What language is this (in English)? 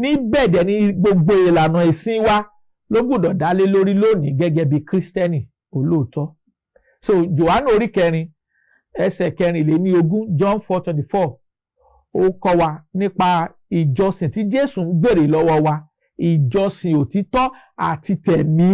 Yoruba